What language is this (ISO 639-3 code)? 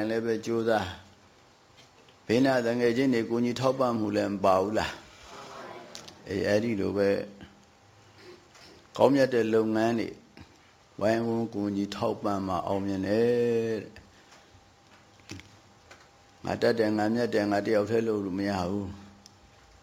mya